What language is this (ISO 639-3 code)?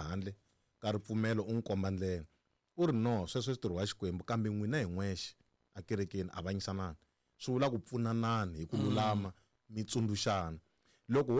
tso